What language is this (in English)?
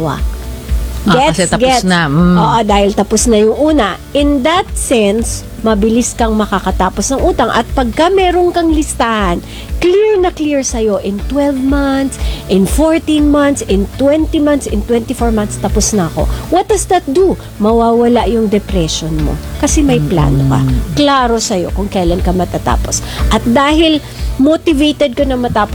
Filipino